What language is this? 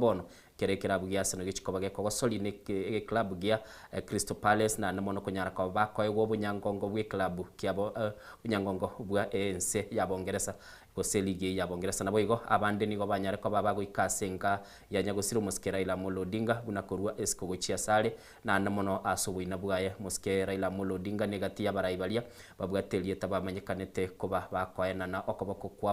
Gusii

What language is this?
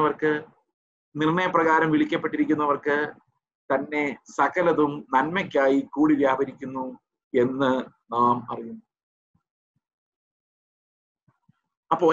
Malayalam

